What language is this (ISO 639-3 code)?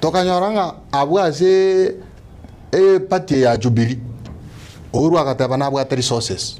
guz